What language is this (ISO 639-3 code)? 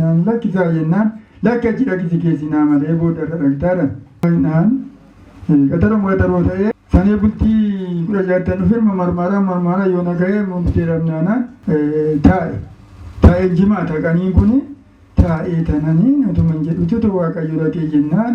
orm